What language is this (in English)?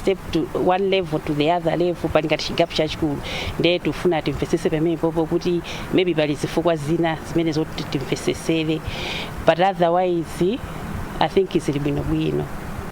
Nyanja